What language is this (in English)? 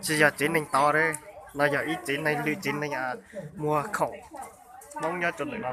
Hmong